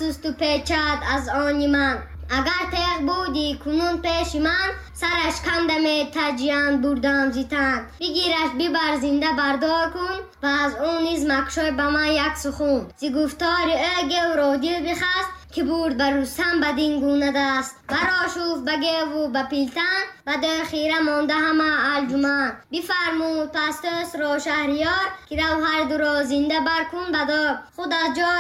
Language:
Tajik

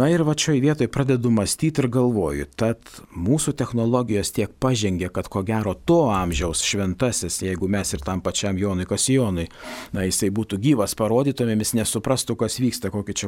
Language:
Lithuanian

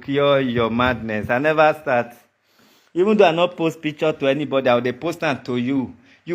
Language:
Nigerian Pidgin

